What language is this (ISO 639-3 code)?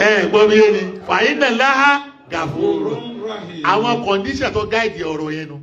yor